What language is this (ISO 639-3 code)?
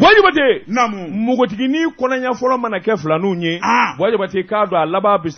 bam